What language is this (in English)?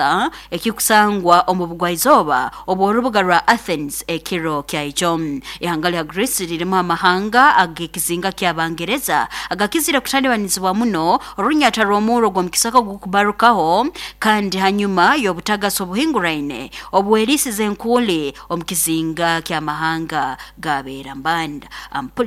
Nyoro